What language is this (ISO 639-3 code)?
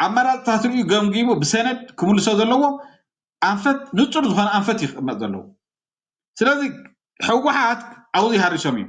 tir